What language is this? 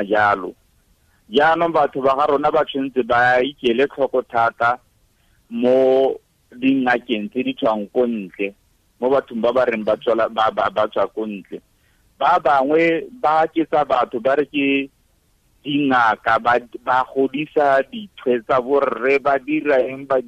Tswana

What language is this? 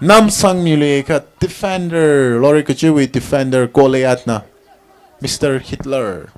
Tangkhul Naga (India)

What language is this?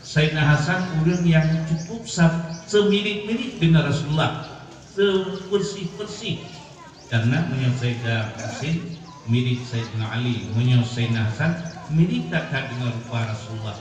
Achinese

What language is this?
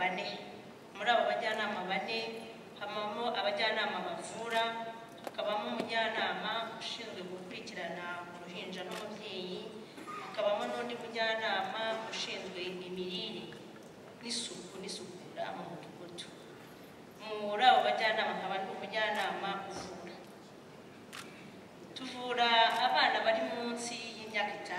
Kinyarwanda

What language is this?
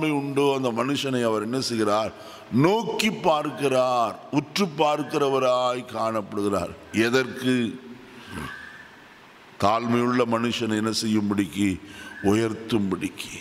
Tamil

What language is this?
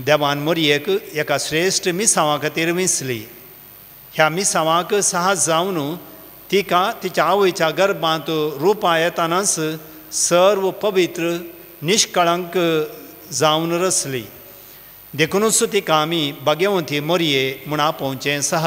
Konkani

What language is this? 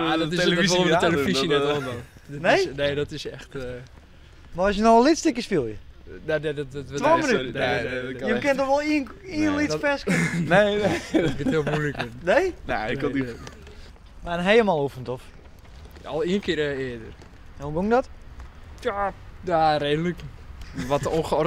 Western Frisian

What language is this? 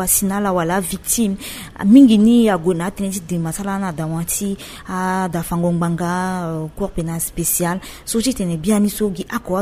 Sango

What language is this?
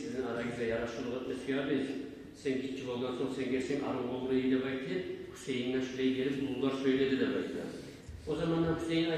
Kumyk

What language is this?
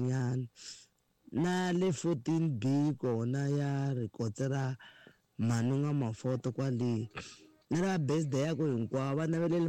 Tsonga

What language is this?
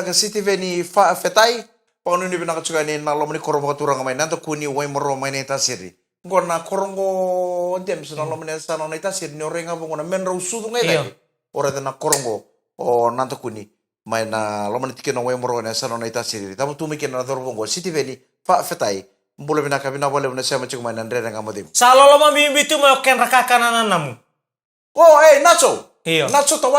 Fijian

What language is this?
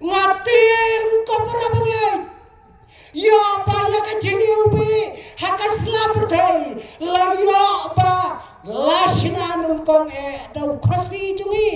Khasi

